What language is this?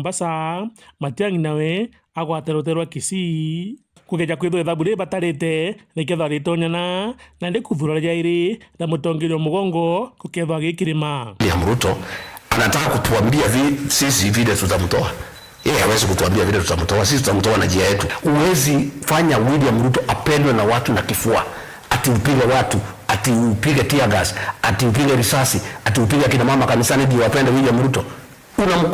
Meru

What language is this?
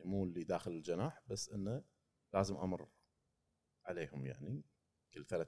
Gulf Arabic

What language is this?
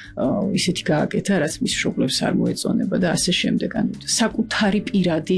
Georgian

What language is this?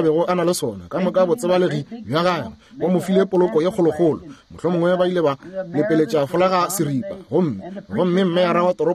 Northern Sotho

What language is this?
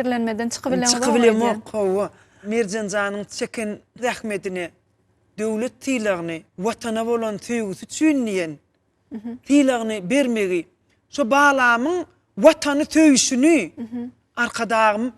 Turkmen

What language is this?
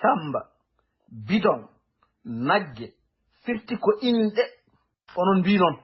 Fula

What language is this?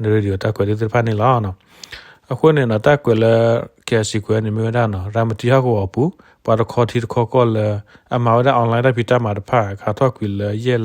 S'gaw Karen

